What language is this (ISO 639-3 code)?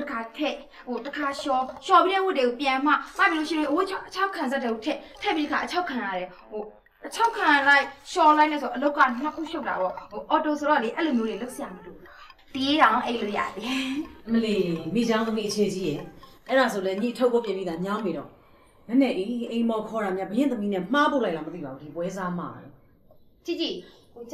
mya